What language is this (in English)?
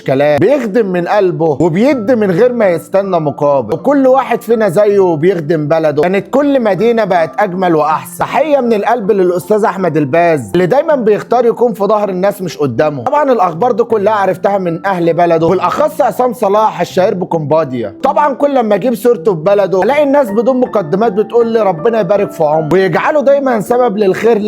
Egyptian Arabic